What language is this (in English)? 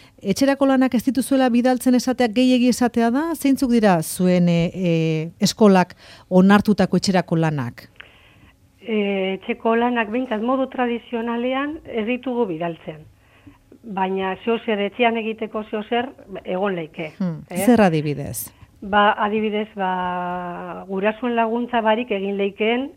Basque